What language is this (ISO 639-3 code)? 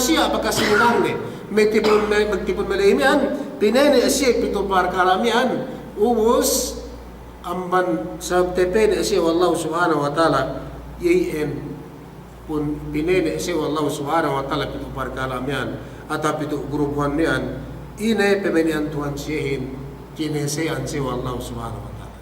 yka